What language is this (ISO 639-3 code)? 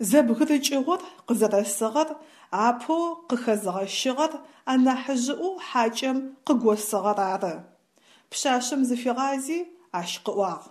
ady